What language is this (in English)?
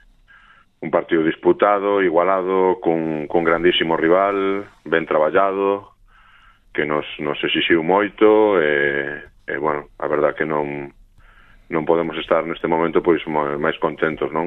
Galician